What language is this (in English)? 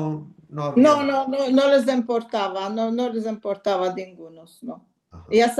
Ladino